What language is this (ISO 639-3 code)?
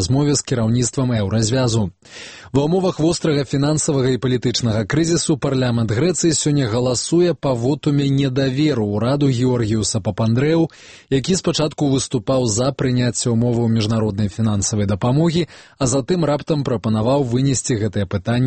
bel